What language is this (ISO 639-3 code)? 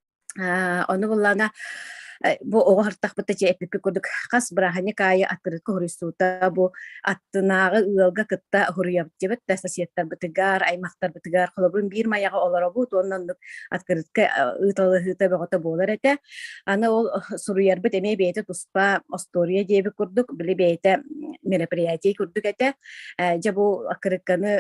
sah